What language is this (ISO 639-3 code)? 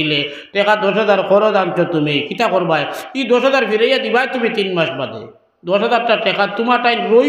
syl